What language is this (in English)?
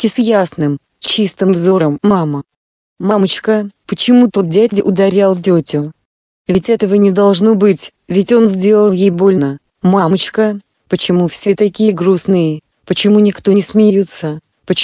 Russian